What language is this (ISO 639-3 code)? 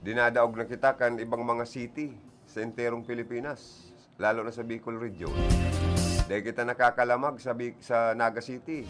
bik